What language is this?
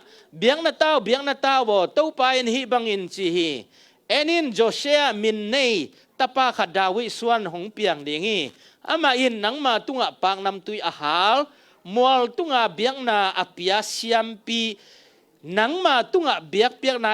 Tedim Chin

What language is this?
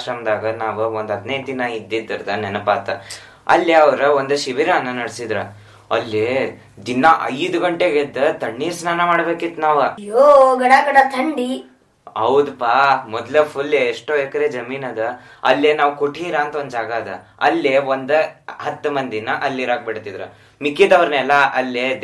Kannada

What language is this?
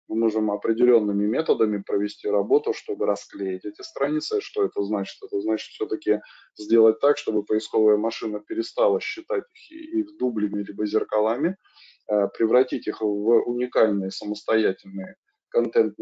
Russian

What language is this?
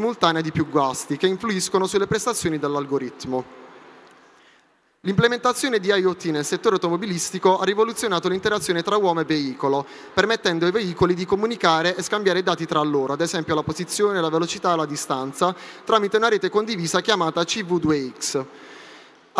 Italian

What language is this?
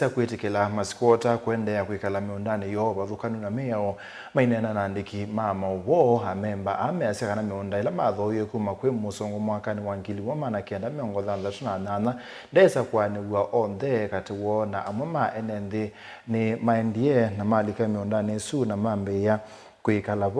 Kamba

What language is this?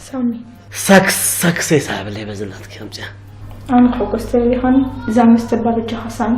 Tigrinya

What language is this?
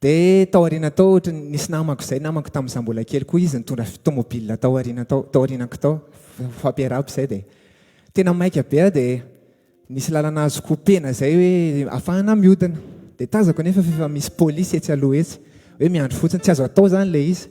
Malagasy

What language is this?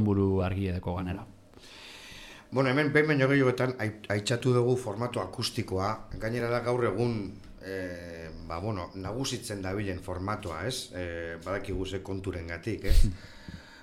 Basque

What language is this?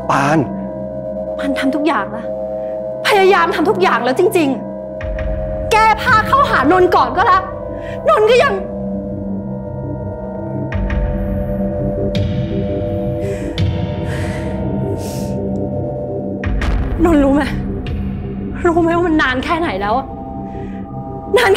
Thai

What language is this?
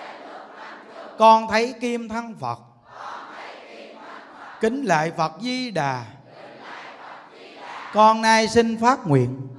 Vietnamese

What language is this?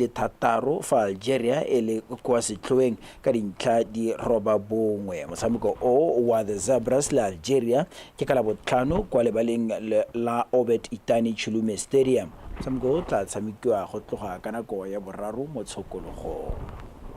Tswana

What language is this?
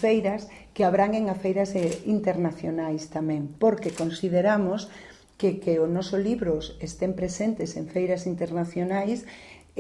Galician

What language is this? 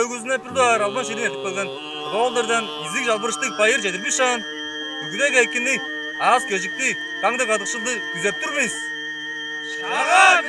Tuvinian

